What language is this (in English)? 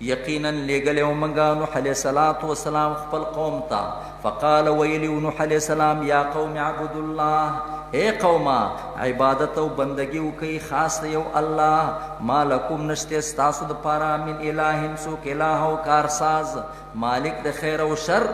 Pashto